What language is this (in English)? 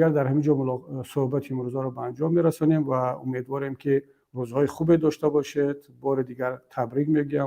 Tajik